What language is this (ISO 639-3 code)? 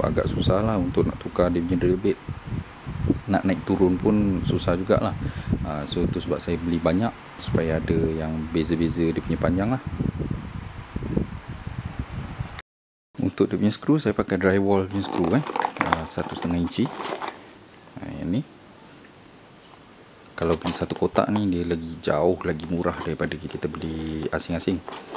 msa